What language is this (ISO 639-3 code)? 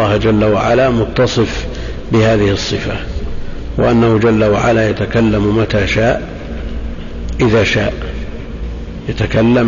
ara